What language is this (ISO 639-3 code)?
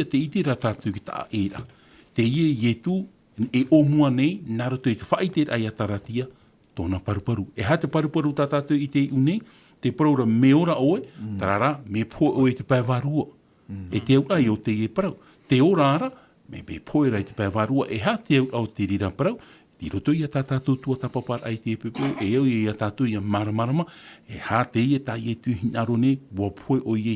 tah